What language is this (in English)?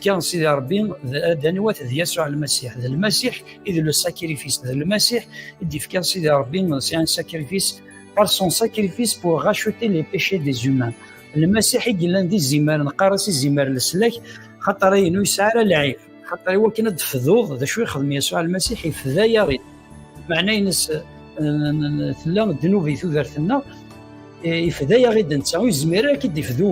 Kabyle